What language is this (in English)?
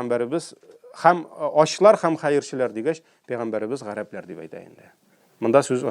Tatar